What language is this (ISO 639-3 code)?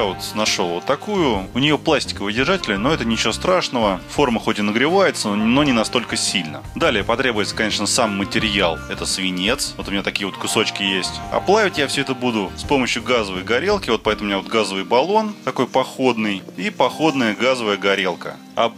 rus